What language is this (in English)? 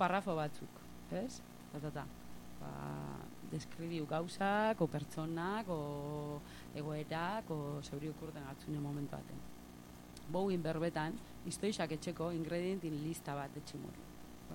Basque